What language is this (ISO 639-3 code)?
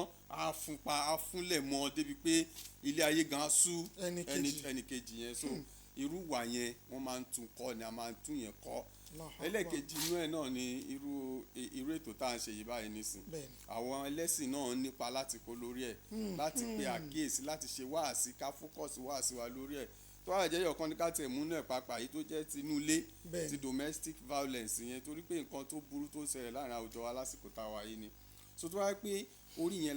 yor